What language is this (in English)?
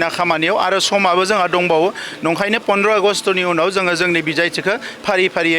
Bodo